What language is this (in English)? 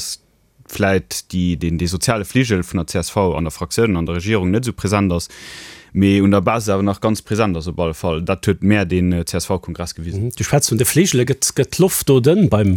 Luxembourgish